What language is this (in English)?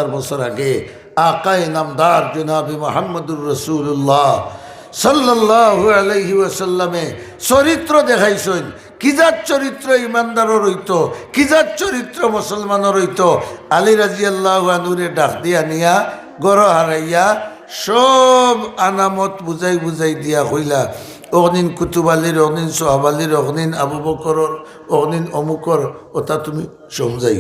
Sylheti